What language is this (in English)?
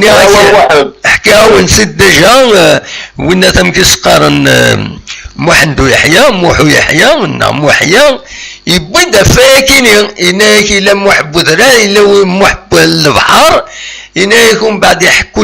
Kabyle